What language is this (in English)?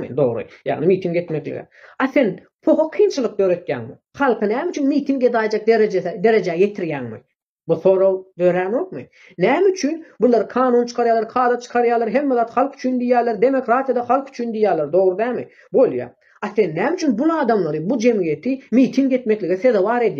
Turkmen